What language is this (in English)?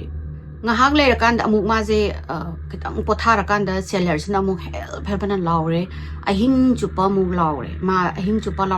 Manipuri